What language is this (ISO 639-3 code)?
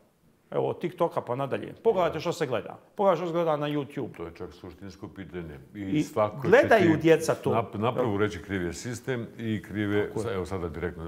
bos